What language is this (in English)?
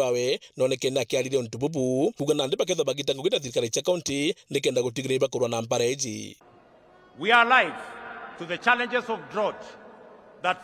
Meru